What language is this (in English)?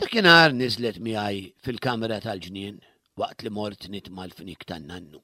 Maltese